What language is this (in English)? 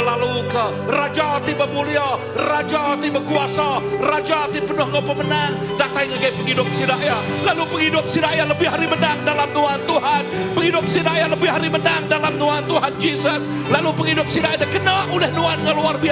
Iban